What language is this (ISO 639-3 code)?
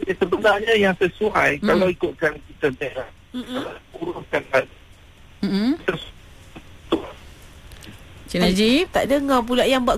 msa